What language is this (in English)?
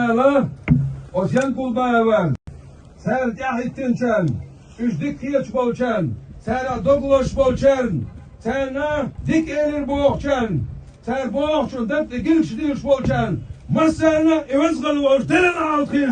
Chechen